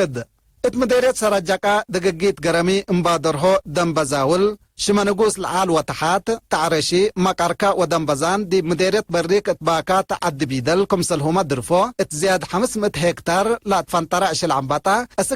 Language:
Tigre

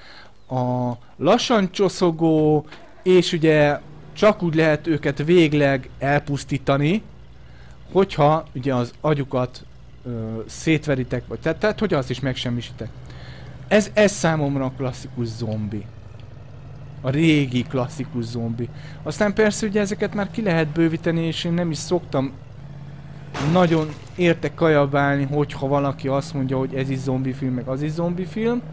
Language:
Hungarian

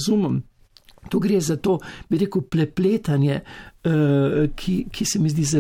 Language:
Slovenian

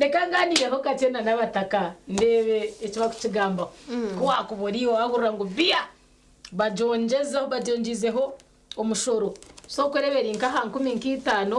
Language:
Nyankole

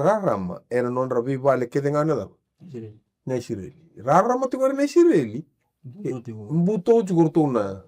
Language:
Fijian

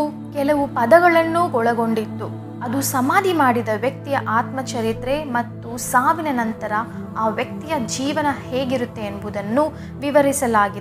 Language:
Kannada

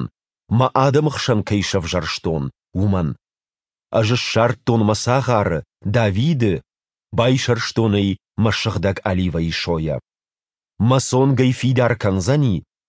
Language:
Ossetic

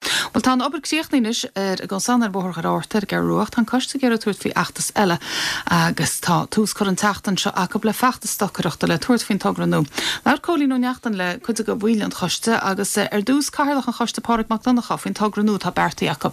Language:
Irish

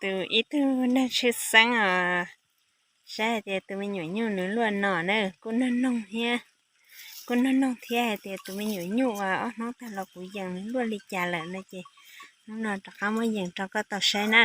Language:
Hmong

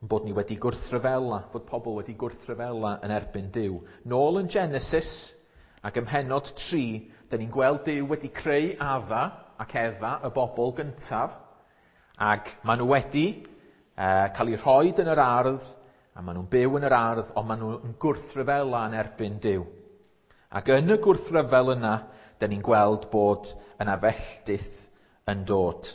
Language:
Welsh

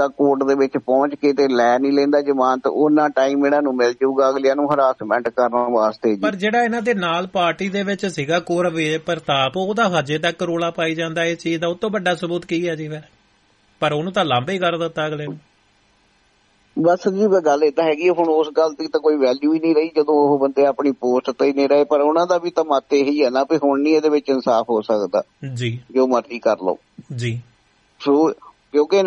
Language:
Punjabi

